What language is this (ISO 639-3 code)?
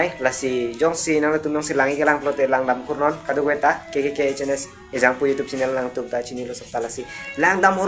mjw